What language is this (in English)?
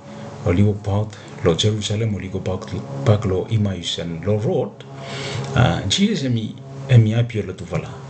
Bislama